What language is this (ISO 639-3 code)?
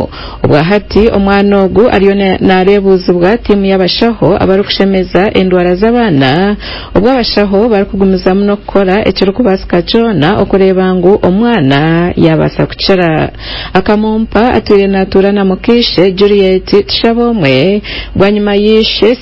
nyn